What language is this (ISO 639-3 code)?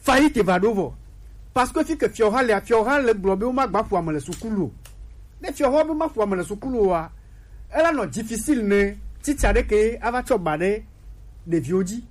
gej